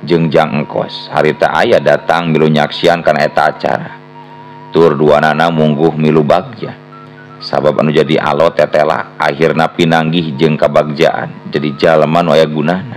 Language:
Sundanese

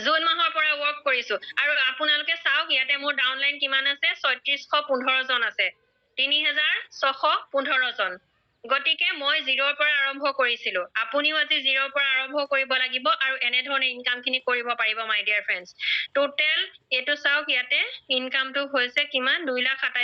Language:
Assamese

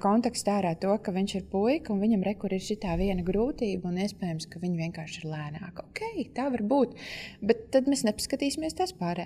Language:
Latvian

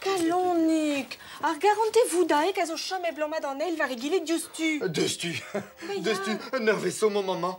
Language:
Breton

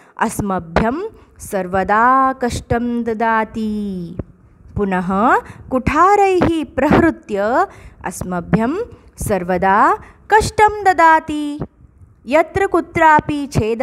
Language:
Sanskrit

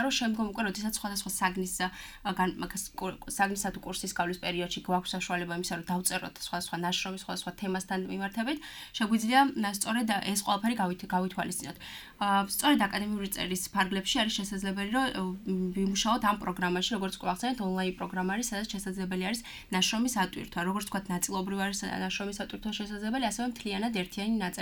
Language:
Georgian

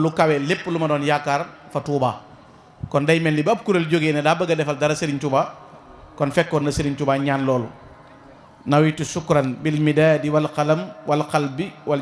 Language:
Wolof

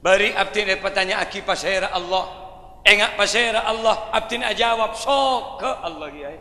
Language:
Madurese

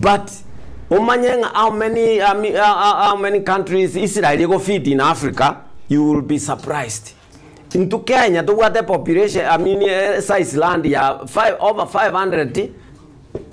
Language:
Gusii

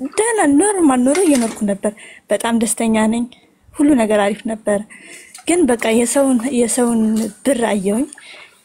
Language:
Amharic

